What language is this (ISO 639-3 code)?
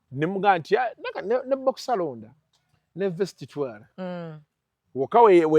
lug